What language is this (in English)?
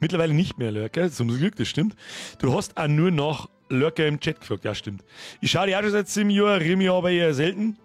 Bavarian